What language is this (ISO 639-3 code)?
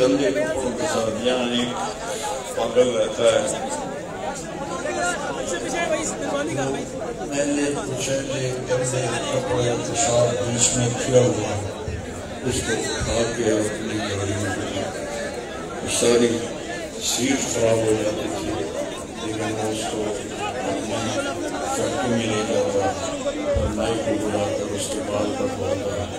urd